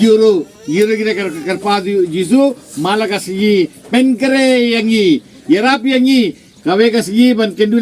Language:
Khasi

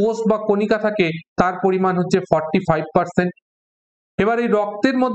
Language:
Bangla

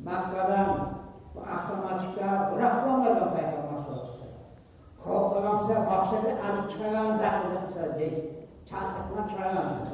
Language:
Kumyk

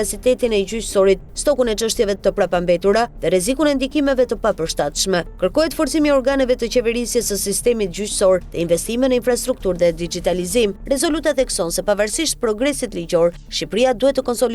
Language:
Albanian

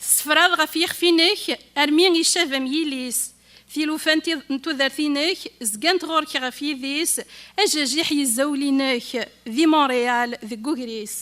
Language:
Kabyle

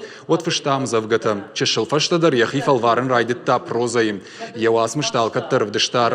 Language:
Ossetic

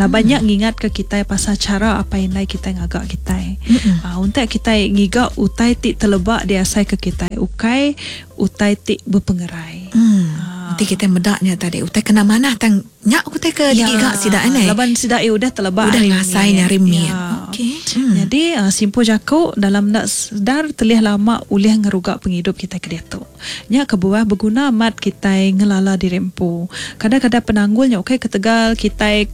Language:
Iban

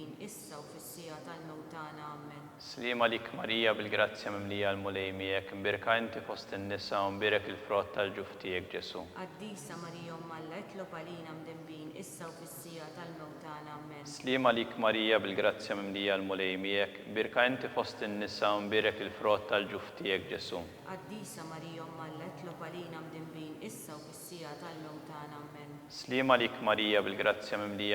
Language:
Maltese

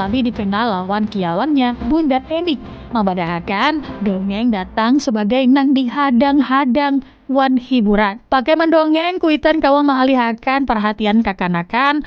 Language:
Banjar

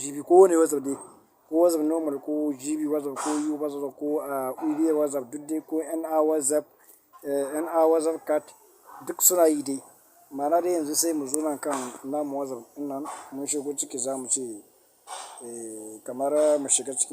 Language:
Hausa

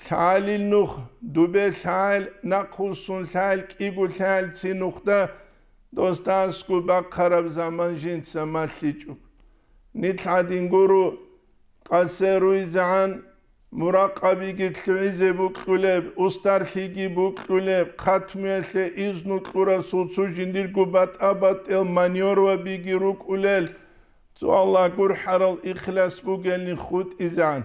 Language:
Avaric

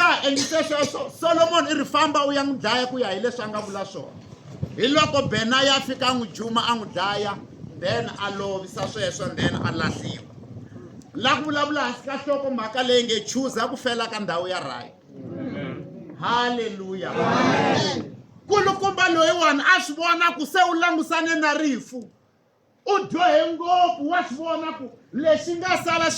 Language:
Tsonga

